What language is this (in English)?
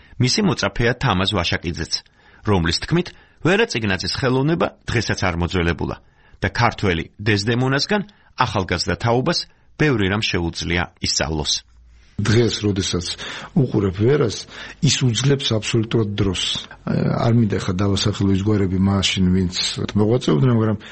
Georgian